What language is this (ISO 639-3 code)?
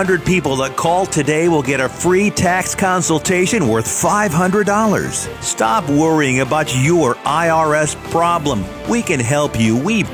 eng